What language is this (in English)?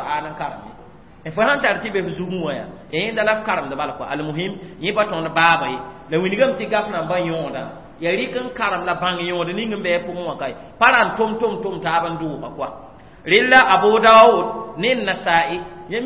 Mossi